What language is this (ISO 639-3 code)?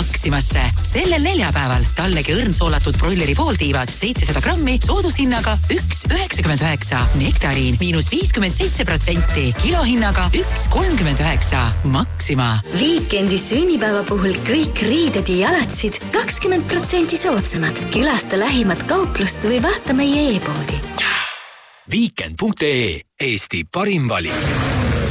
est